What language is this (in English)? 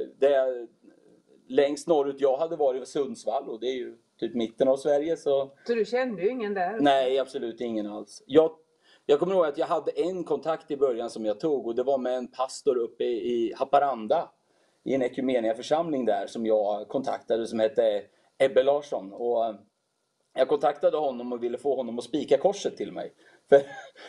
Swedish